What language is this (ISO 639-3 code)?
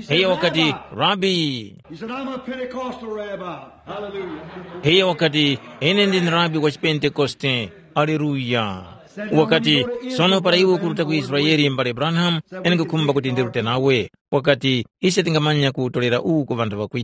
tum